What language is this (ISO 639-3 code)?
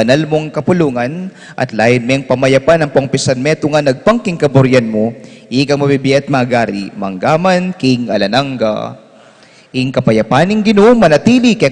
pam